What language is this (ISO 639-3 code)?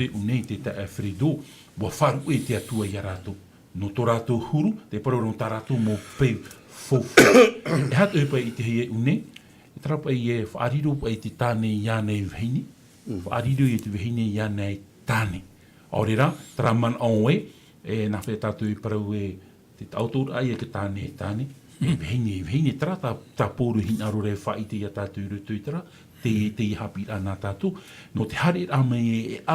tah